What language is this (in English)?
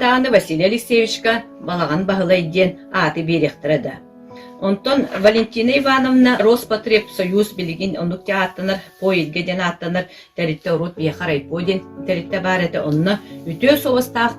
Yakut